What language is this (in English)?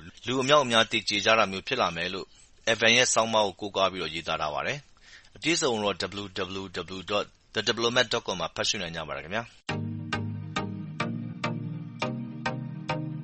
Burmese